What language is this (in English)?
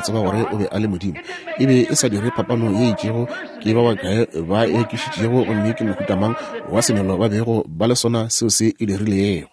Northern Sotho